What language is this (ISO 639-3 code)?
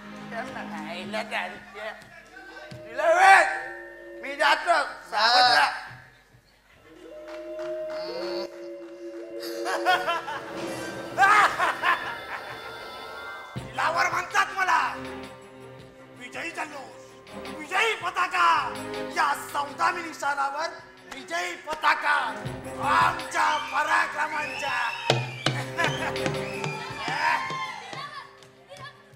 mar